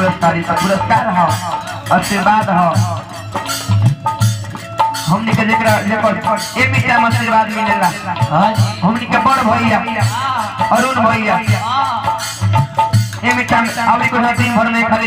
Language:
Bhojpuri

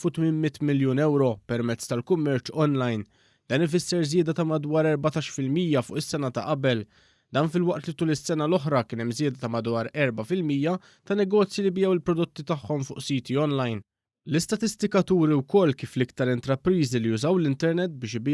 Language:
Maltese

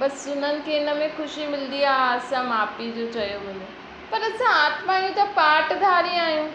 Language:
Sindhi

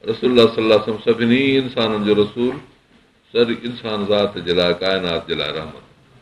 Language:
Sindhi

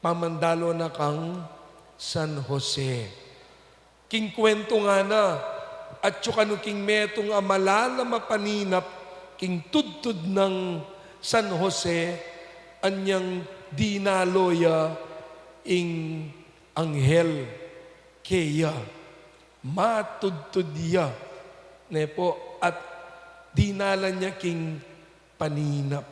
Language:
Pampanga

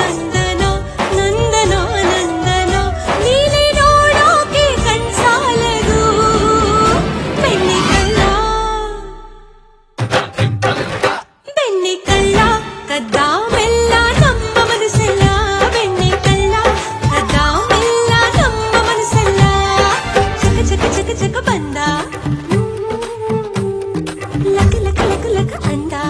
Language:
Kannada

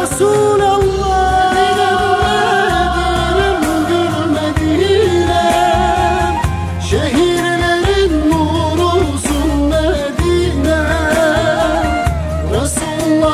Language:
Turkish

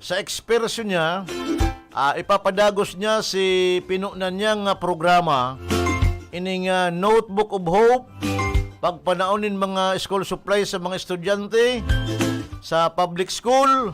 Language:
Bikol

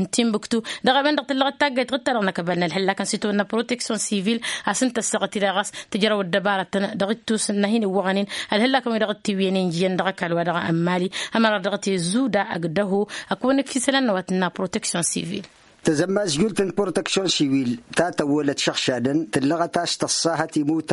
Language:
Tamasheq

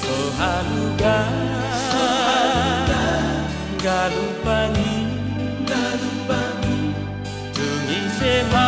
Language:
Batak Toba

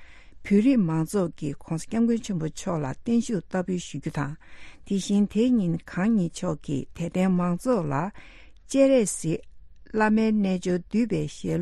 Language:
Tibetan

